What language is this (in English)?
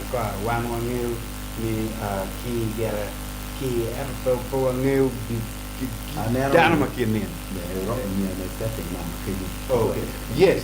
Acoli